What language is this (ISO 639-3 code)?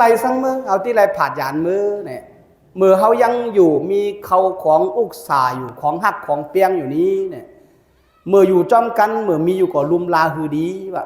shn